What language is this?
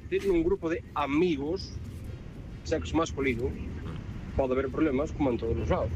Galician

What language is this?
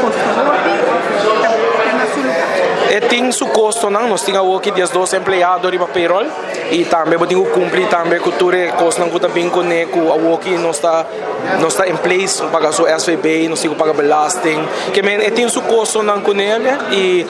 Papiamento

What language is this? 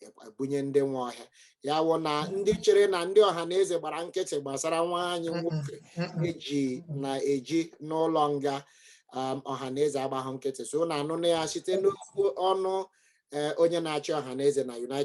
Igbo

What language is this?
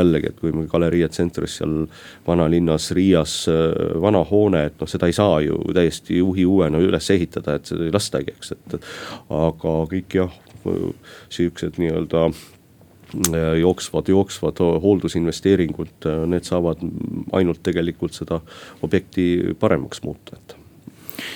Estonian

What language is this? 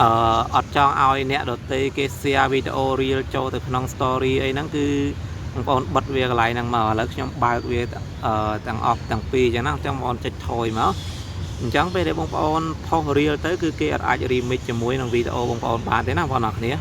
Khmer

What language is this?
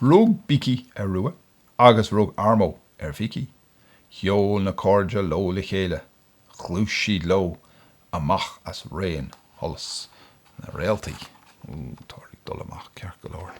Irish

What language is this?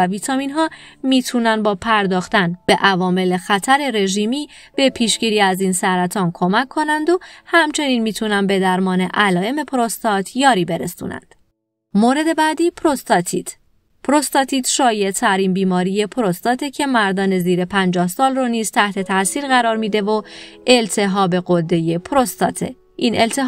Persian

